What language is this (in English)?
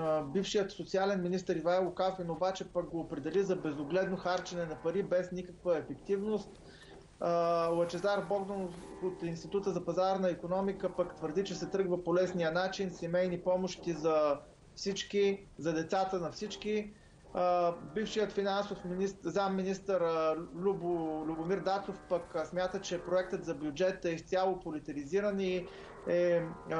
Bulgarian